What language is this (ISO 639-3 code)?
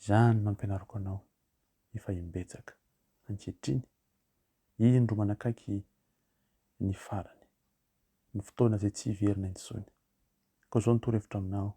mlg